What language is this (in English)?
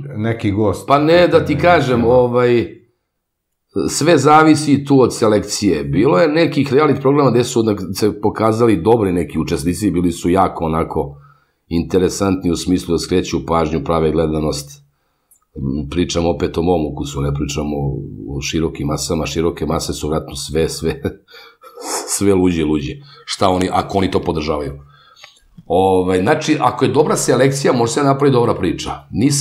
Serbian